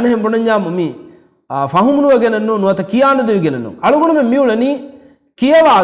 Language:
Divehi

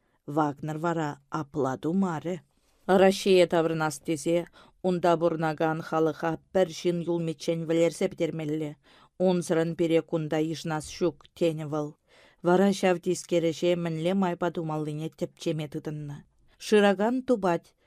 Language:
Chuvash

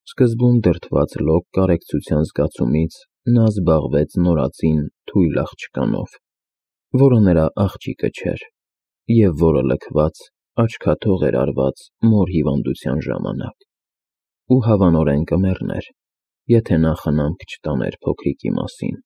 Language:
Armenian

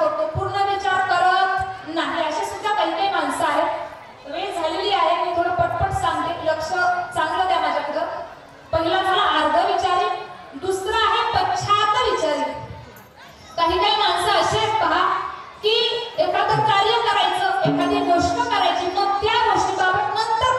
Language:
Marathi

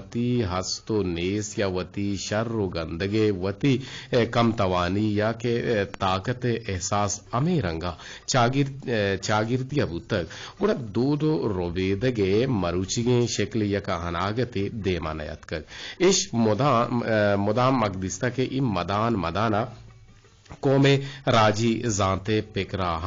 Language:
Eastern Balochi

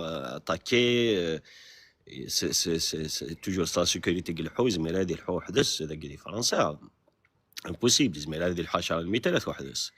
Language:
Kabyle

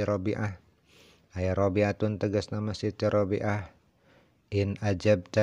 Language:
Sundanese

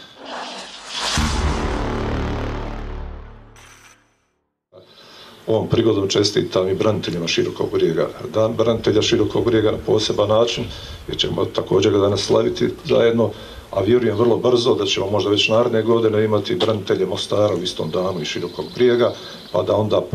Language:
Croatian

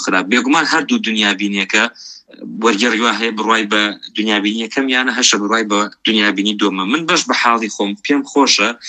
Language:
Central Kurdish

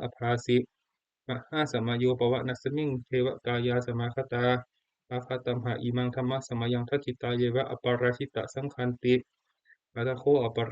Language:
Pali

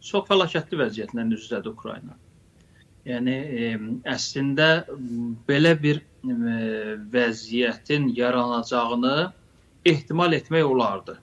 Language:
Azerbaijani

